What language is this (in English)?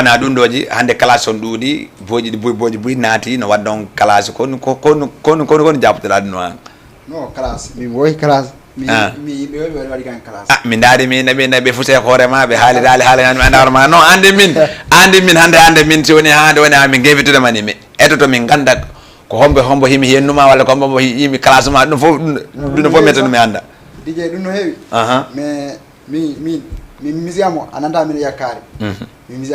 Fula